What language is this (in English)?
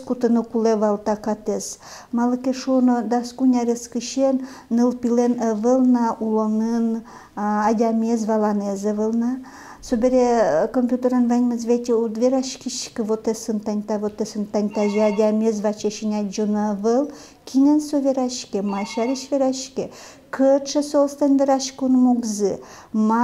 Udmurt